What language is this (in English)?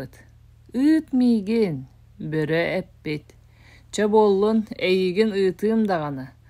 Yakut